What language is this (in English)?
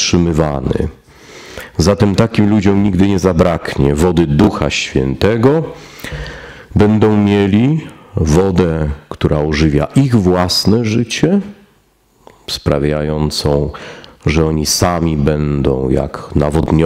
Polish